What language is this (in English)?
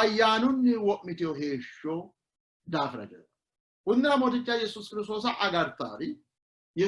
Sidamo